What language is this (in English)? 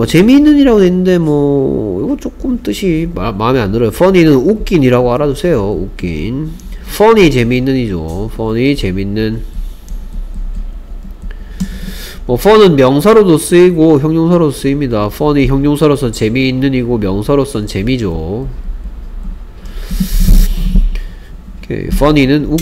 Korean